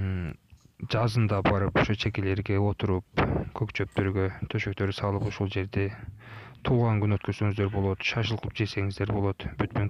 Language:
Kyrgyz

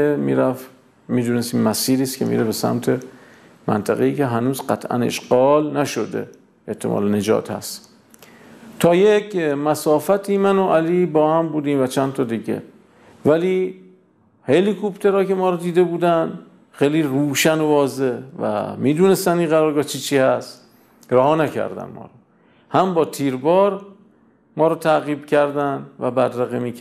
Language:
Persian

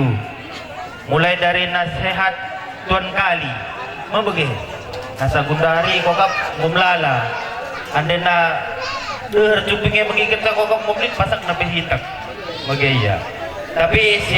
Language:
Batak Karo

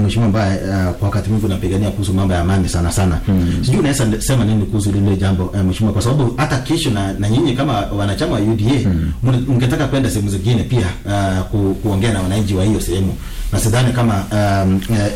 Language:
Swahili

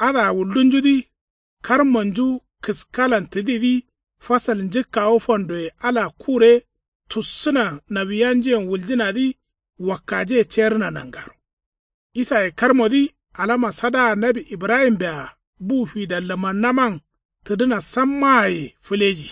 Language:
Kanuri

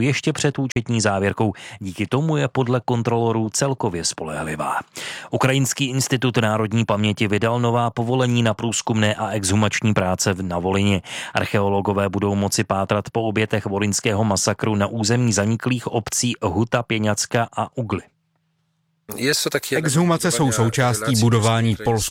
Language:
Czech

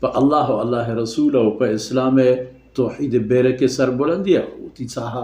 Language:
Baluchi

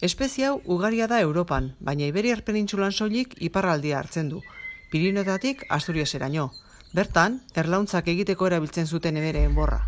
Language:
Basque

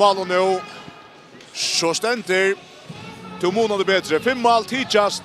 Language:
Faroese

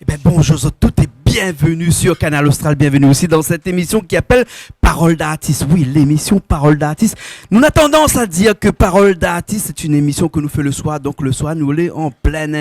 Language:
Réunion Creole French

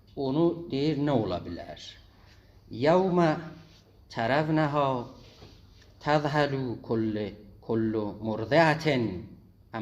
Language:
South Azerbaijani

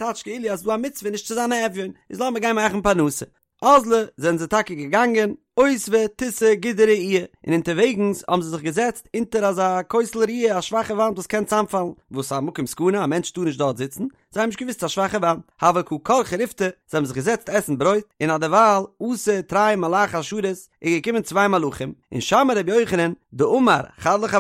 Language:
Yiddish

